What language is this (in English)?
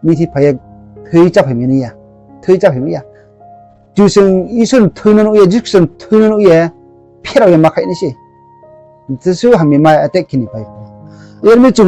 Riang (India)